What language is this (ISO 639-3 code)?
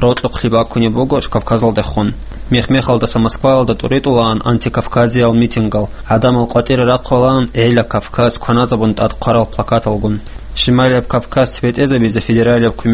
ava